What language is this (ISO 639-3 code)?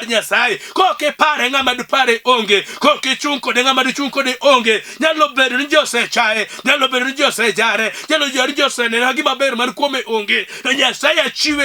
luo